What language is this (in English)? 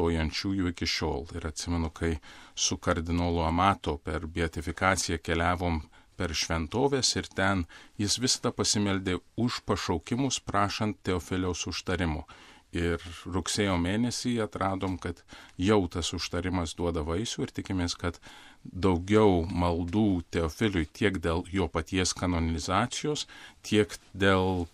Lithuanian